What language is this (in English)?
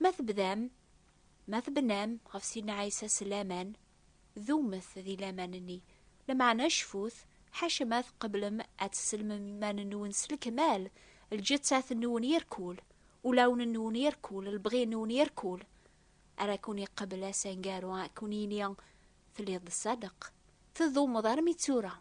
Kabyle